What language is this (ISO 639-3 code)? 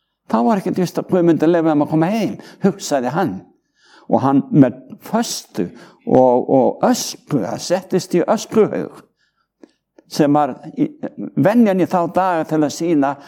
isl